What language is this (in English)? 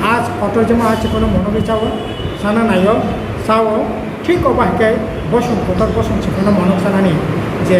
Riang (India)